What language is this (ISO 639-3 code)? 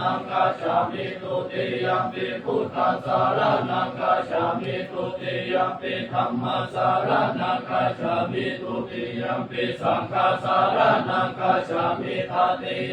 pli